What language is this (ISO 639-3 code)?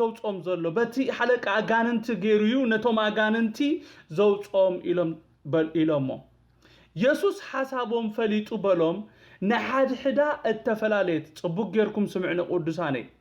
tir